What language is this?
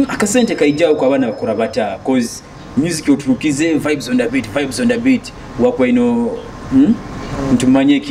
Nyoro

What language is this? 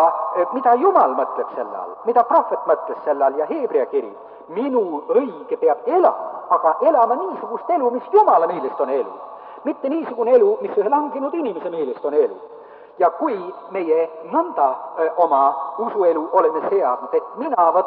Estonian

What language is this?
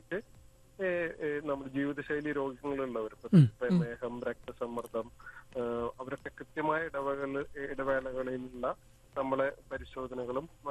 Malayalam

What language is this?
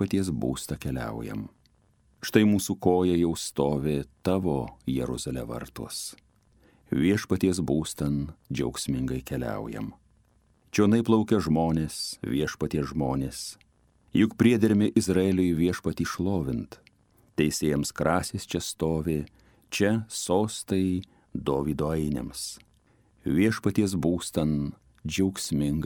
Lithuanian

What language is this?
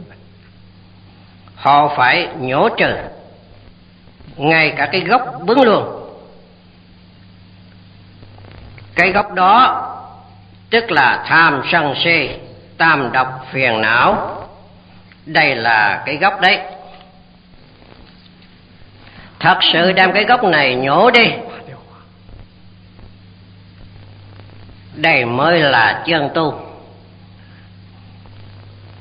Vietnamese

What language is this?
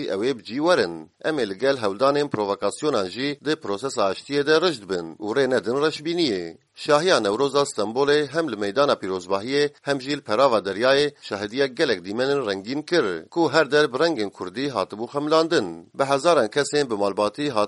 Kurdish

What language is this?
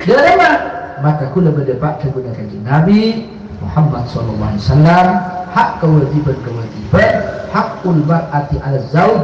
Madurese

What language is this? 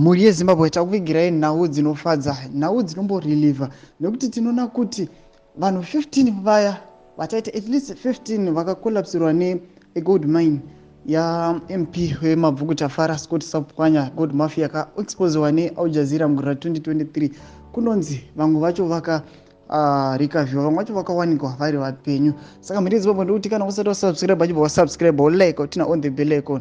Shona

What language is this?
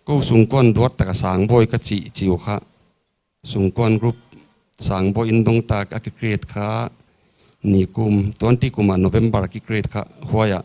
Paite Chin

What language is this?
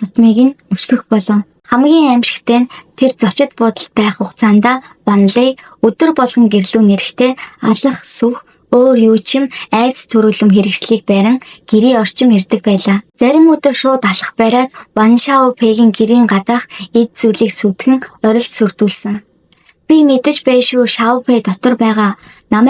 Mongolian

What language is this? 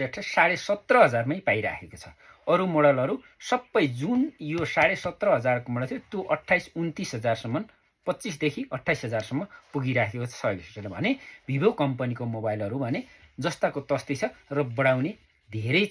Nepali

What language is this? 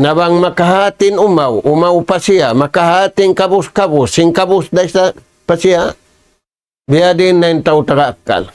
Tausug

